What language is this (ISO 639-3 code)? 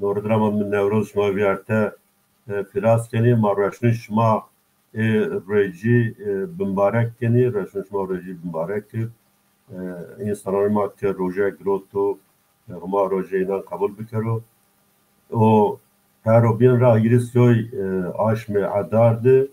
zza